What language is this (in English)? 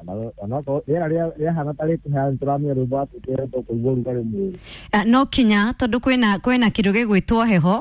Kikuyu